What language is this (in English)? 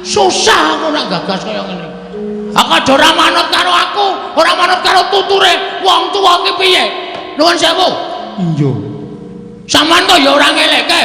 Javanese